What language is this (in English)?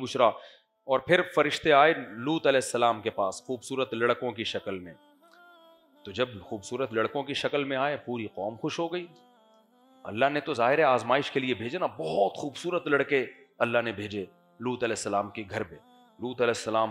Urdu